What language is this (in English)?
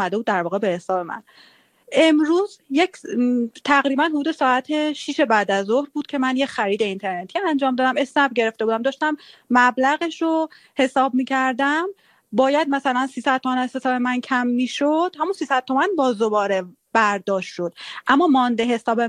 Persian